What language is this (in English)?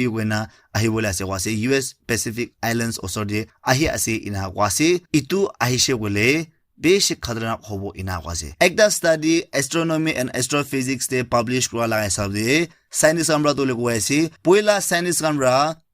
Naga Pidgin